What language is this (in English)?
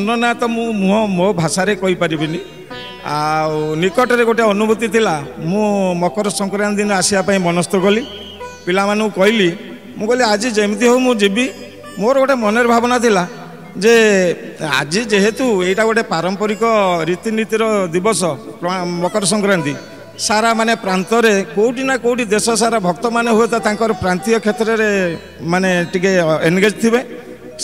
Odia